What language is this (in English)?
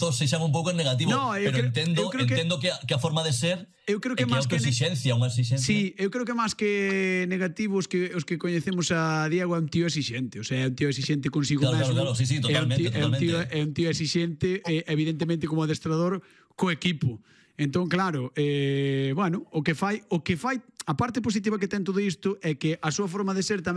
Galician